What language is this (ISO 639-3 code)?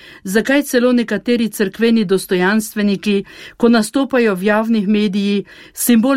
slv